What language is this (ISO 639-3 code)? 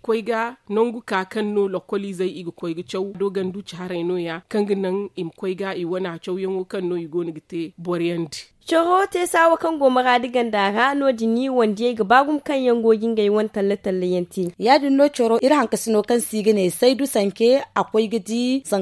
dje